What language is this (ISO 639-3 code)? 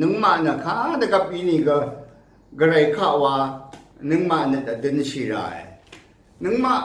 raw